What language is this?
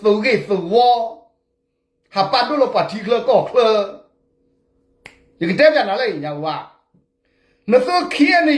S'gaw Karen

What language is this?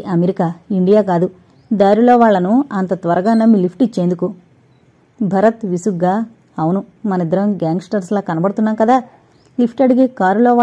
Telugu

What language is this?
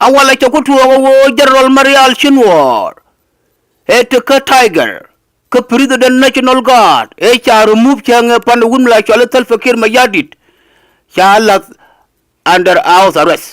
Nuer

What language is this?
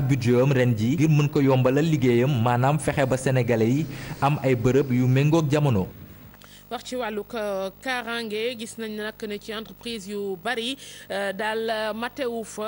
Wolof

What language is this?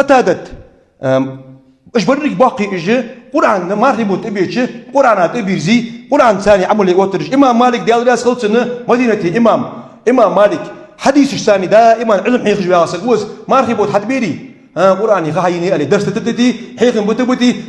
Ingush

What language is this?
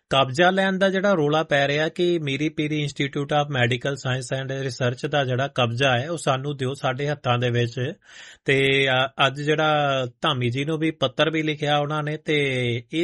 Punjabi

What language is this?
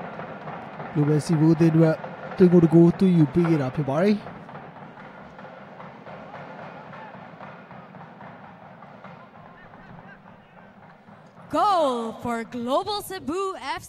Burmese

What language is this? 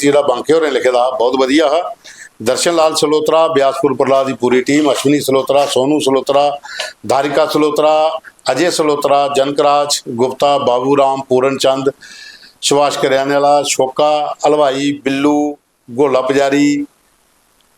Dogri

